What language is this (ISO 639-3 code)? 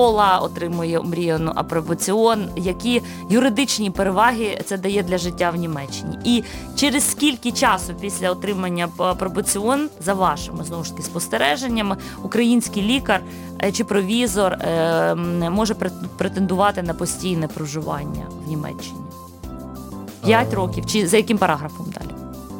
ukr